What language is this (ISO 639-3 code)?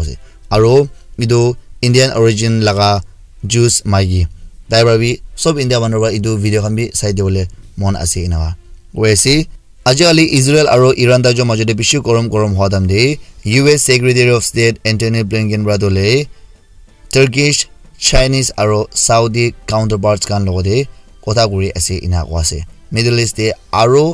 nag